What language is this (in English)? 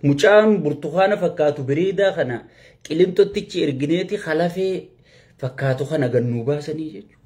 Oromo